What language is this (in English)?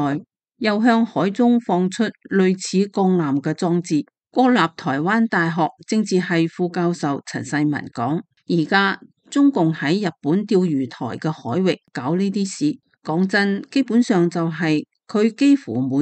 Cantonese